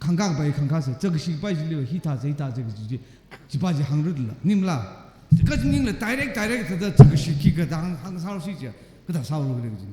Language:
Tangkhul Naga (India)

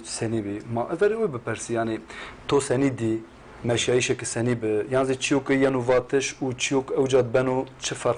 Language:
Zaza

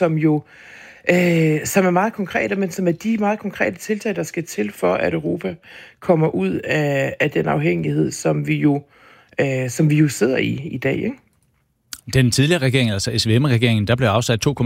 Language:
Danish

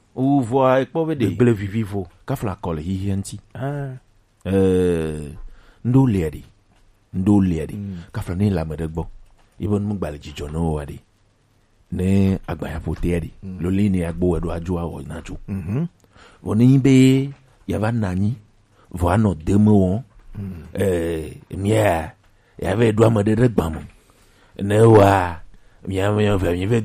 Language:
Gen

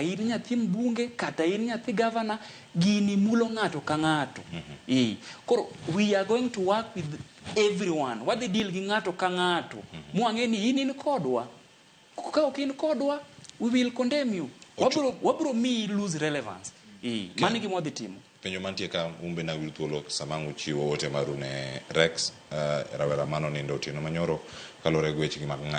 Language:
Luo (Kenya and Tanzania)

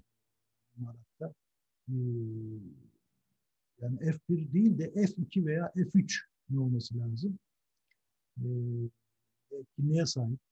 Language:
Turkish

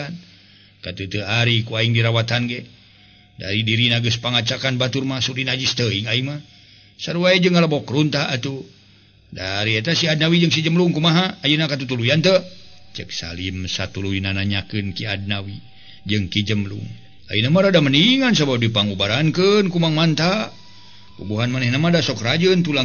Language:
Sundanese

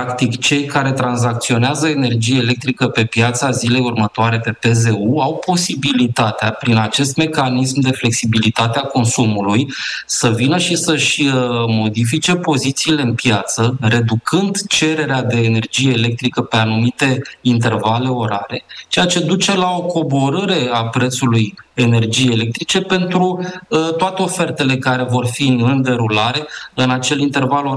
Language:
Romanian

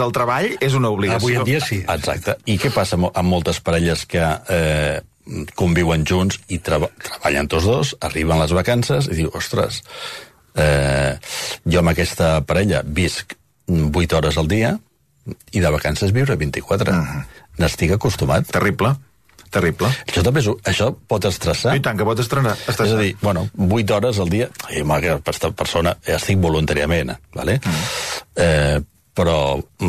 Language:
Catalan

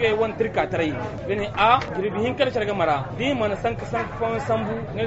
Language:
Zarma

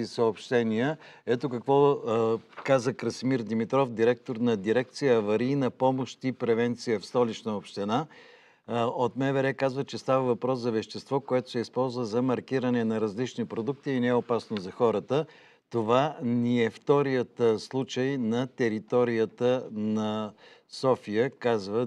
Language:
Bulgarian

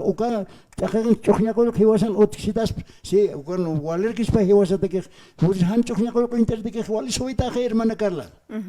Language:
Aymara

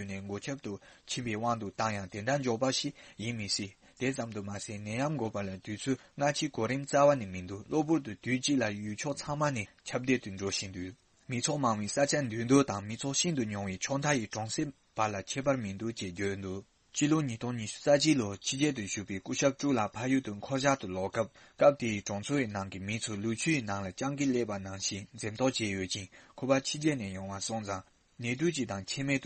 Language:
Tibetan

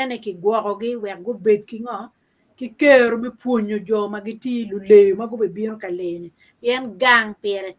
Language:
Acoli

